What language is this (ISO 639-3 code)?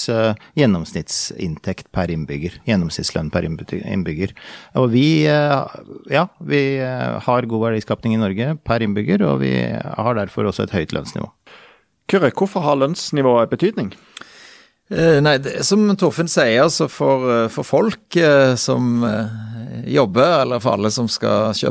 nor